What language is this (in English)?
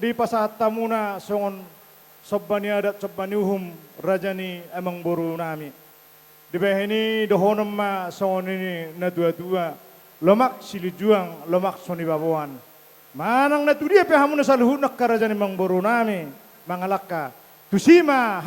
Batak Toba